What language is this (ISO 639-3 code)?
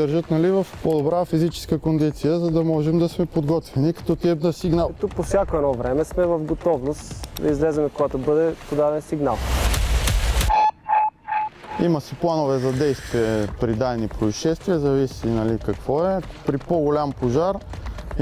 bul